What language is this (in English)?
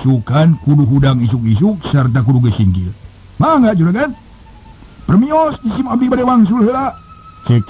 Sundanese